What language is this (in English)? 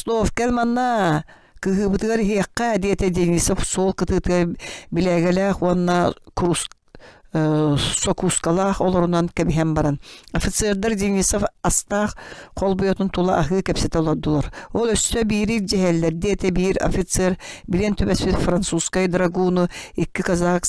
Yakut